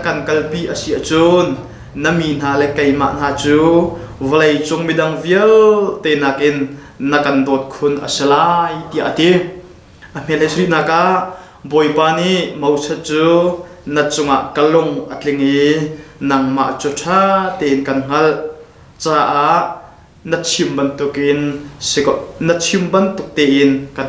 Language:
Hakha Chin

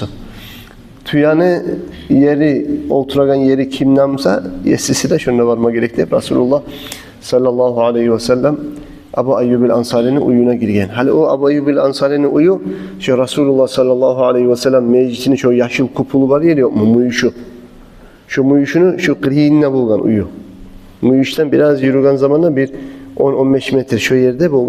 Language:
Kumyk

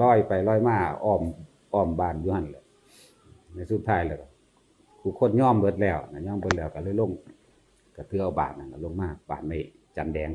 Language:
Northeastern Thai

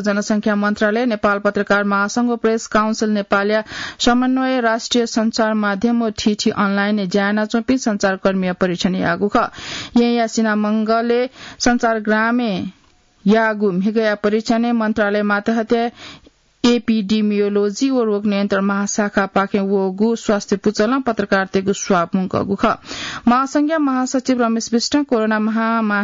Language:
Newari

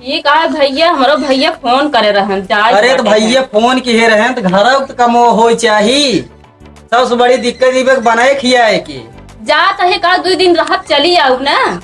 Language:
Awadhi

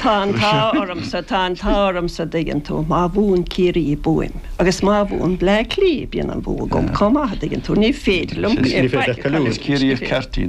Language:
Irish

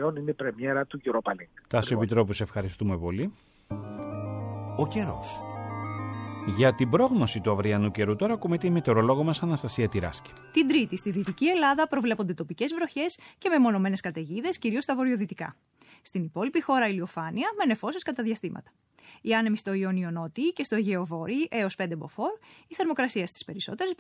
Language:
Greek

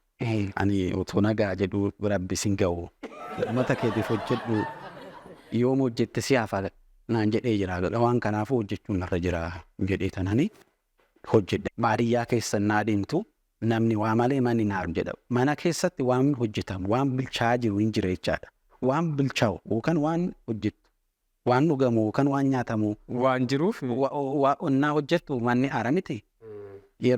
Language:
Oromo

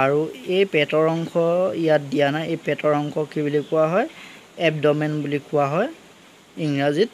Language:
Assamese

